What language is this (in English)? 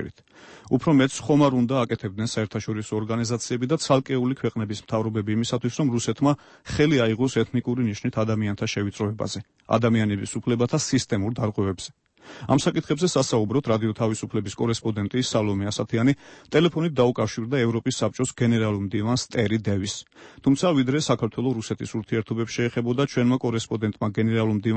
Georgian